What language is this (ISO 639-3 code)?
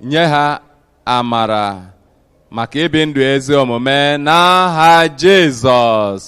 ibo